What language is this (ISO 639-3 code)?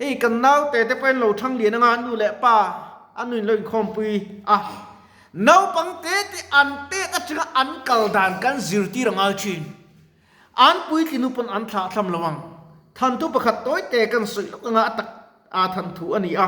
lus